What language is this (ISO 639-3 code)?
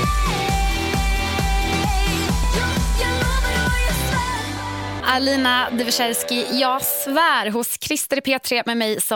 swe